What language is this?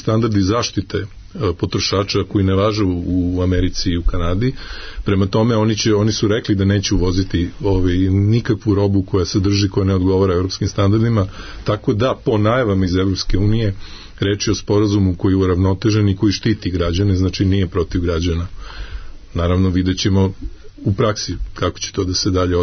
Serbian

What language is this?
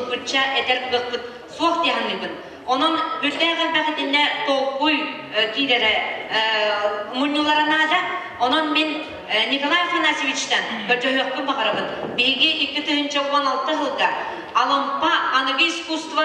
Yakut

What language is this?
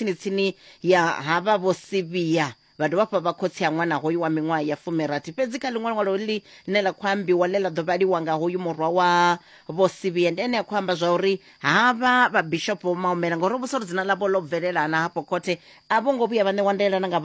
Venda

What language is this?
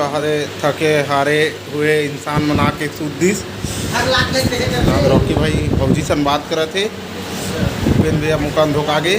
Chhattisgarhi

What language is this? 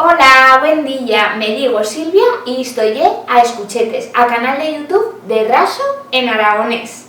Aragonese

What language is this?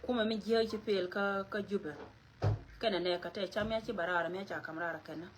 Nuer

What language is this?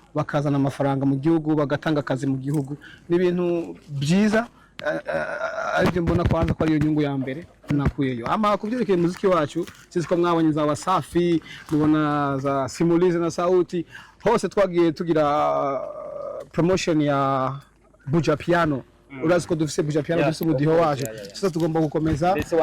Rundi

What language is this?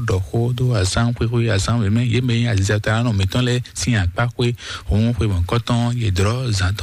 Fon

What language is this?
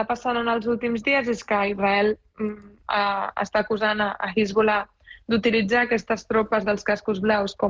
Catalan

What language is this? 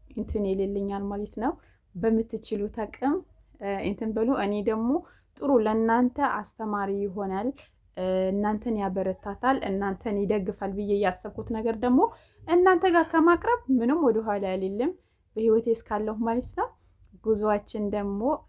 Amharic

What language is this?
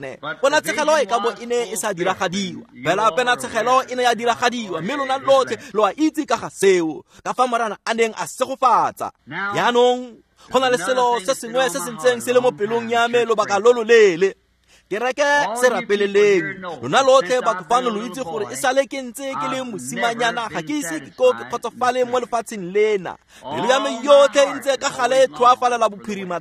Tswana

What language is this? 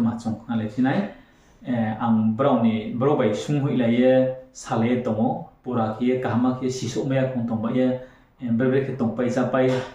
Riang (India)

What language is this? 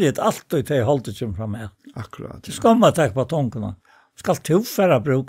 Faroese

